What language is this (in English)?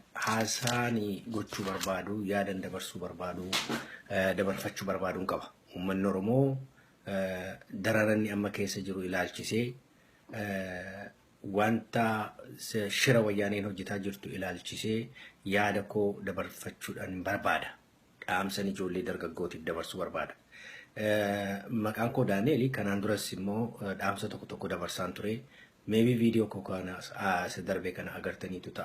Oromo